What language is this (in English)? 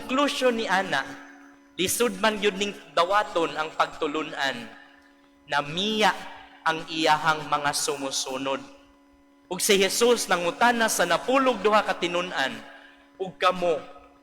Cebuano